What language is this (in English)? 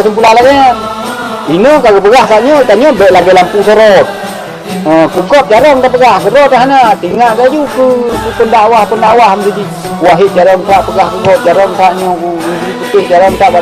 Achinese